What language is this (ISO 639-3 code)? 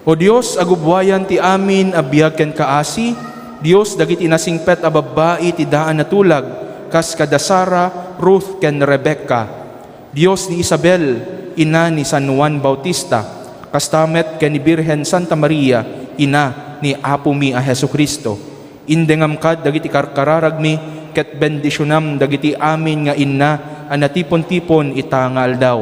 ilo